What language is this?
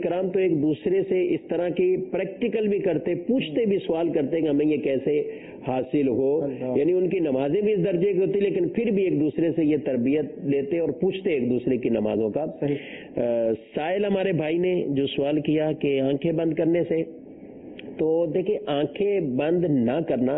Urdu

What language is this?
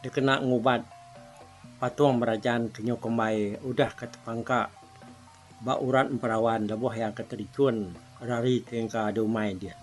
Iban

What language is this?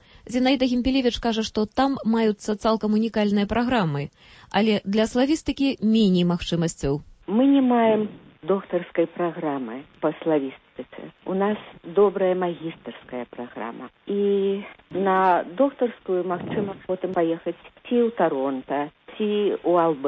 Belarusian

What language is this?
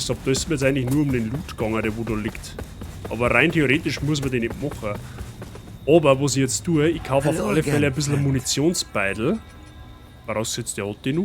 Bavarian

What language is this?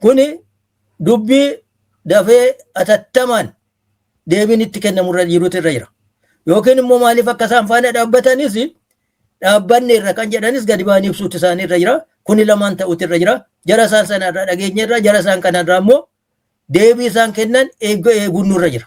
Oromo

